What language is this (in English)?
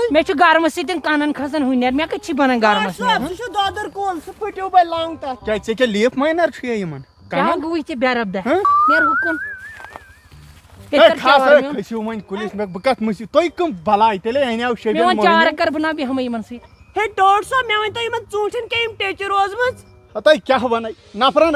Kashmiri